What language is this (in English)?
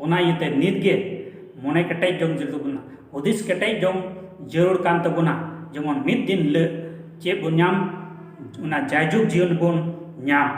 Santali